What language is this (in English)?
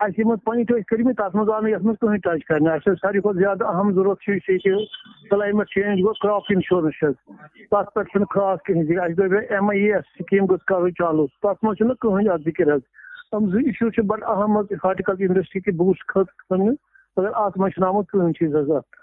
Kashmiri